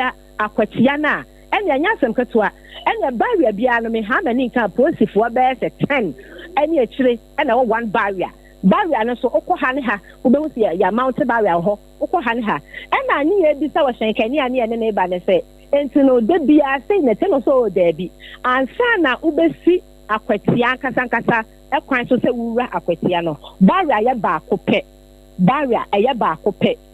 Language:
Akan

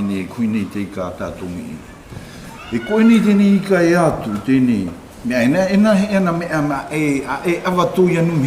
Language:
South Marquesan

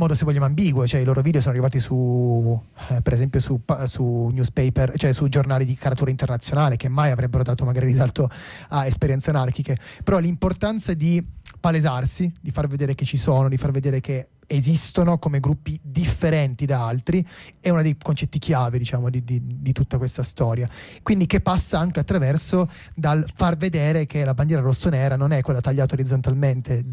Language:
Italian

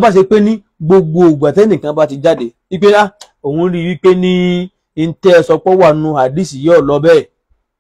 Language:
Yoruba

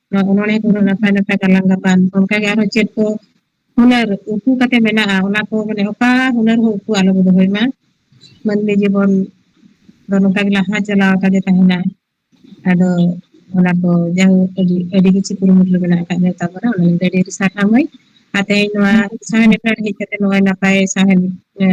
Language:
Santali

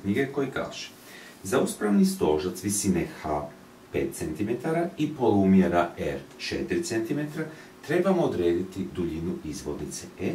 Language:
Croatian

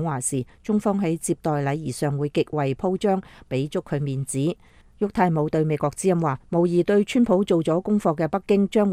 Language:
Cantonese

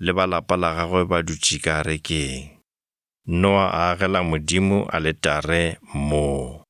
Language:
Northern Sotho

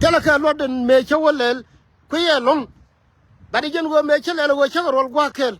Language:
Nuer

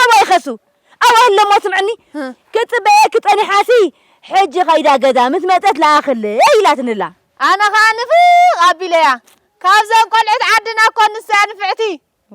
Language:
Tigrinya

